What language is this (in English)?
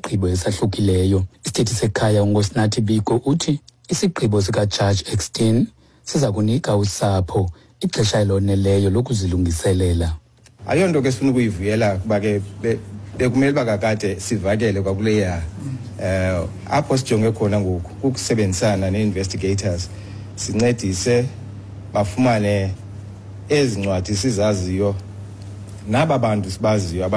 Xhosa